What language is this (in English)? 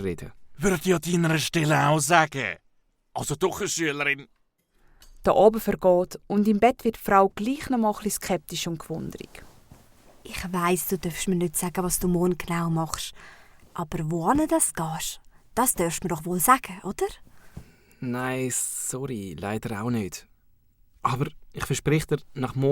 Swiss German